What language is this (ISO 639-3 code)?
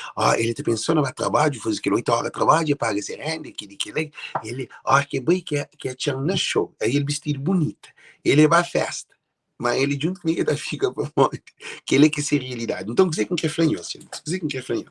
kea